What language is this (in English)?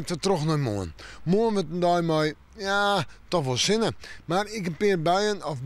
Western Frisian